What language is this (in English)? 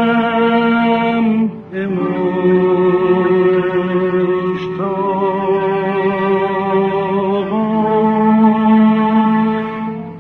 Persian